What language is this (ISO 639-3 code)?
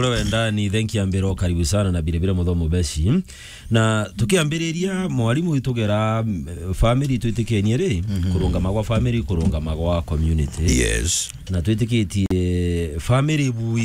mer